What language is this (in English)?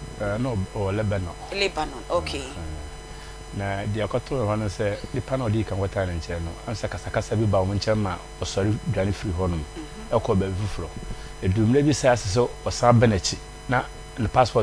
Akan